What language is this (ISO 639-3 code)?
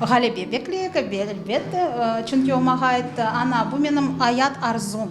crh